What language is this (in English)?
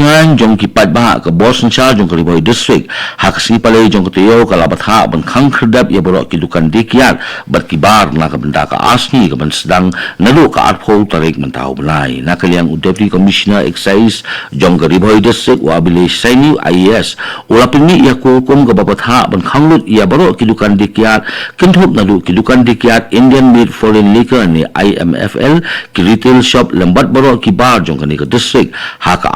Khasi